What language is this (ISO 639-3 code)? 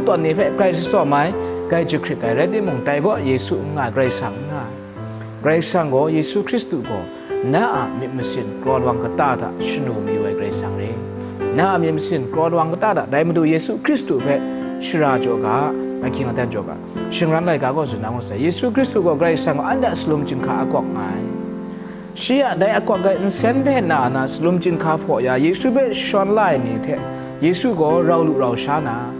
kac